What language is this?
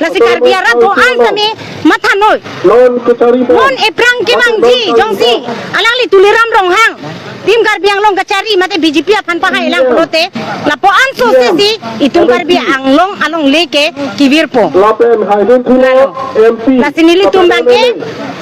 Karbi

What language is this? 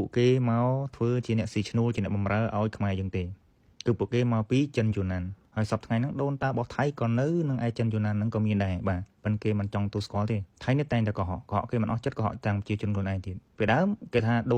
Khmer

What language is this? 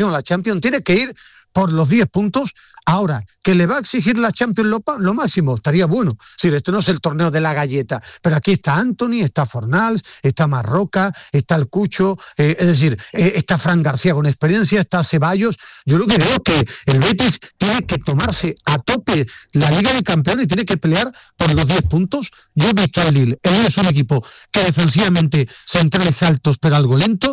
Spanish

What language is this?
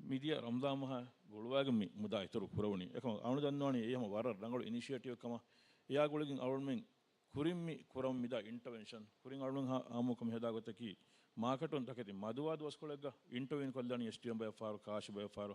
Divehi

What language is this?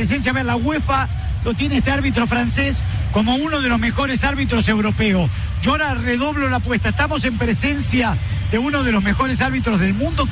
Spanish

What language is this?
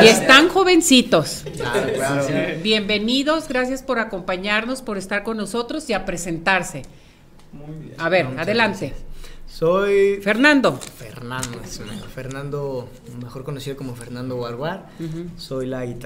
Spanish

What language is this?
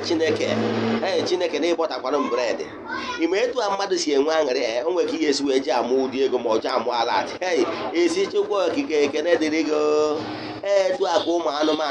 Igbo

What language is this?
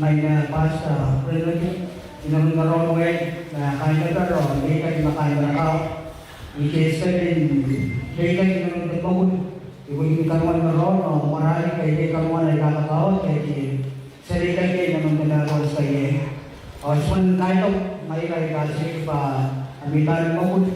Gilbertese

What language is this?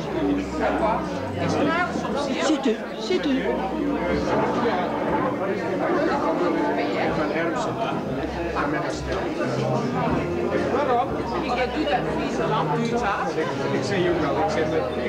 Dutch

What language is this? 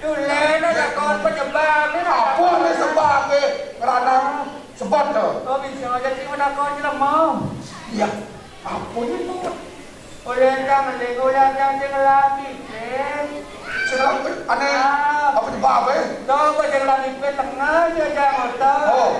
Balinese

